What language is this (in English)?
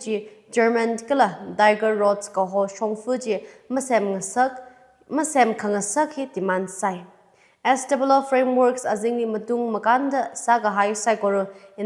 Tangkhul Naga (India)